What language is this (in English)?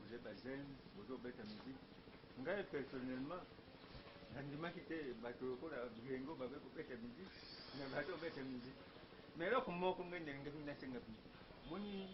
Lingala